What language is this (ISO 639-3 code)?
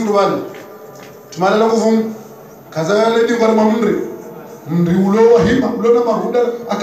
zdj